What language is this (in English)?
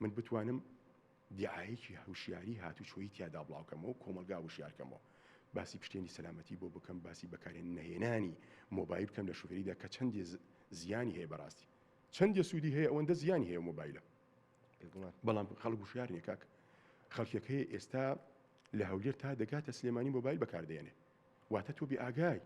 Central Kurdish